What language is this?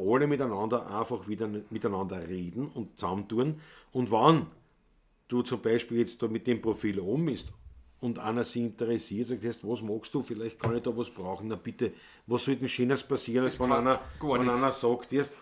Bavarian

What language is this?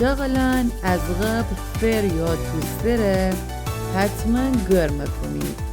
Gilaki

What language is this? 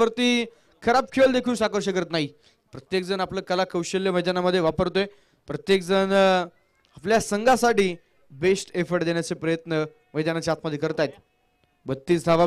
Marathi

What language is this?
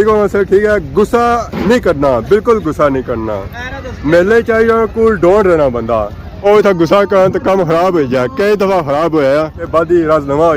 Pahari-Potwari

